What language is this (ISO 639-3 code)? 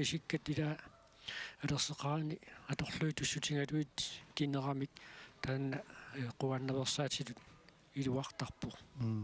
kal